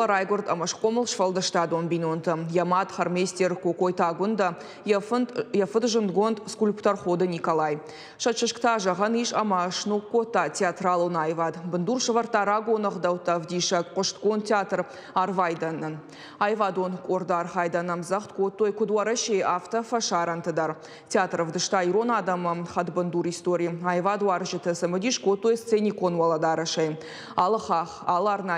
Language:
Ossetic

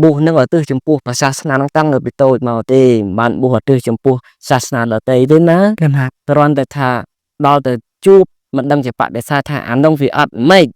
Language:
Khmer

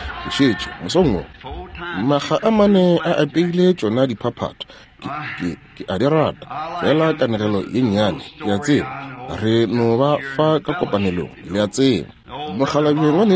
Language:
Northern Sotho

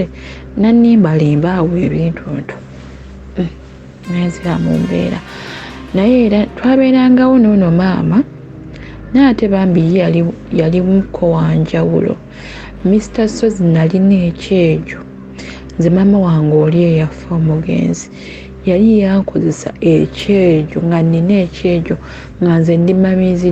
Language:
Ganda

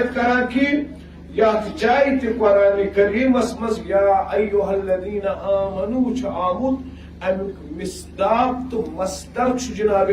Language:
Kashmiri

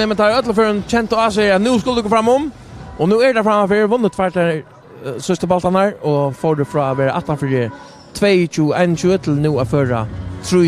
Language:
Faroese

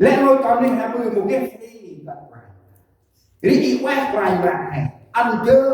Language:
Central Mnong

